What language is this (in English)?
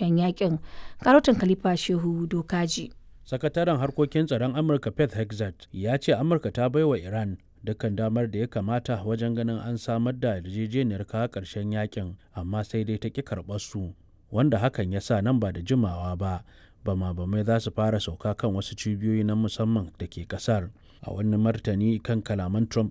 Hausa